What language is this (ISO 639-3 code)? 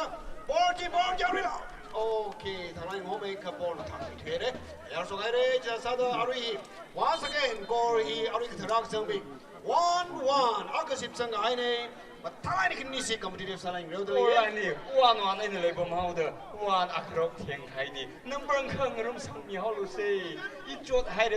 nmf